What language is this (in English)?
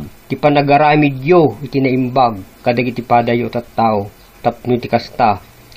Iloko